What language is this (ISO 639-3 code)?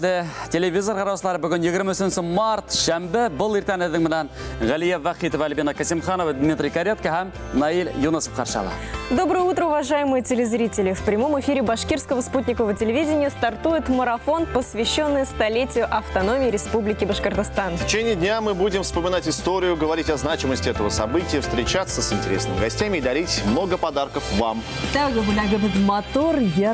bak